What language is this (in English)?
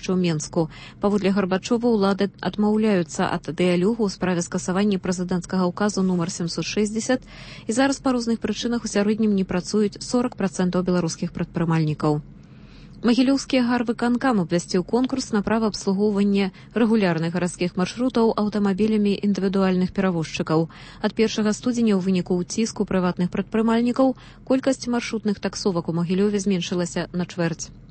Belarusian